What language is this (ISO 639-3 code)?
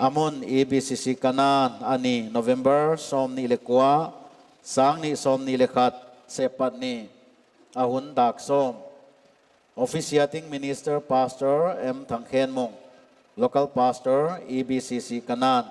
pck